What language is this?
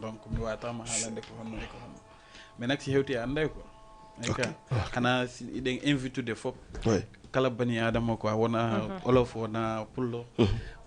Fula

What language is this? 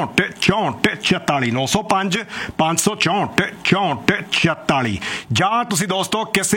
Punjabi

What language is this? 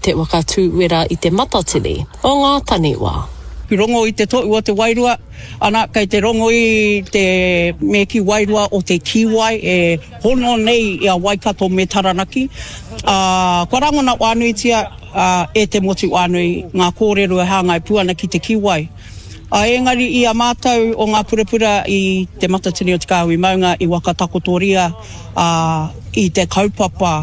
Māori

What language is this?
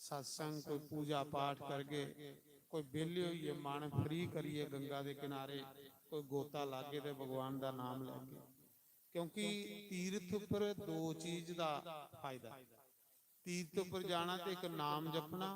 Dogri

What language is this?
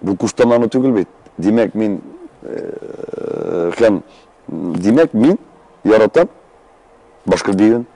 Tatar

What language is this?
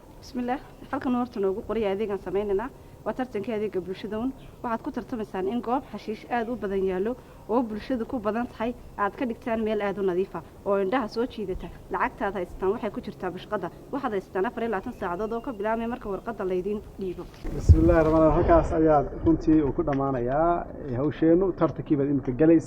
Somali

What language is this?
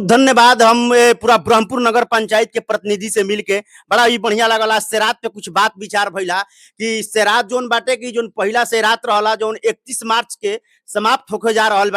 Bhojpuri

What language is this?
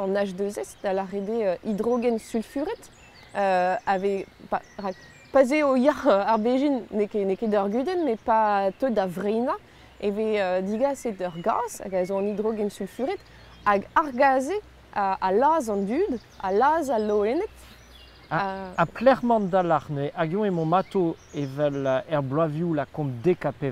Breton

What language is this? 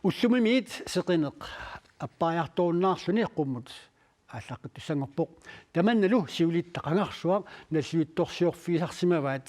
Kalaallisut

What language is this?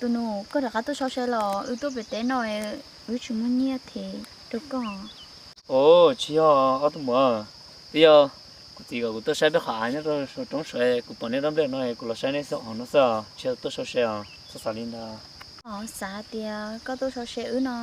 Hmong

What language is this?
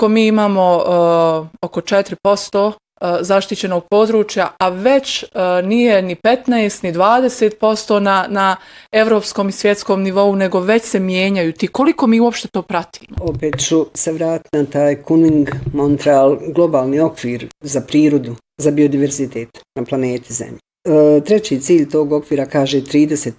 Bosnian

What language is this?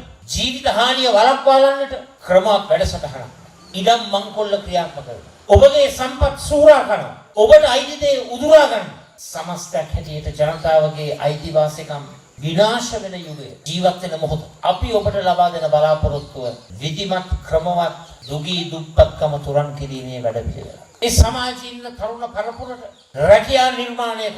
Sinhala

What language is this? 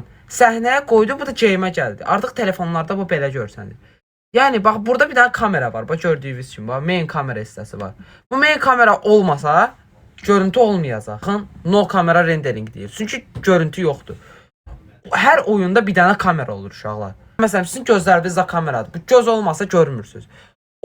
Azerbaijani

